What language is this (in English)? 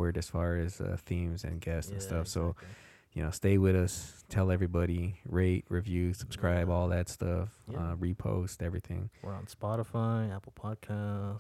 English